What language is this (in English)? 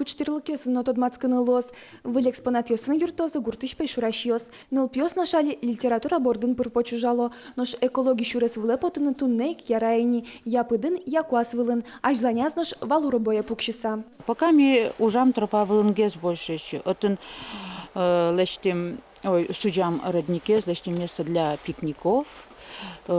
Udmurt